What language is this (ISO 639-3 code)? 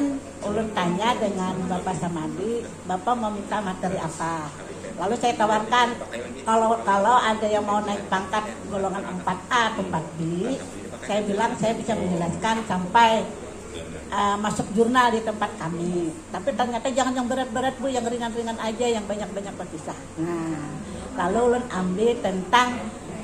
bjn